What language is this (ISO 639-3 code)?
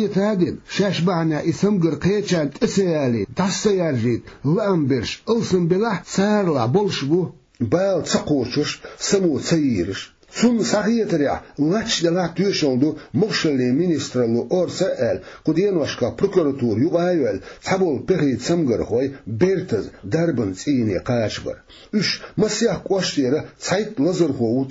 che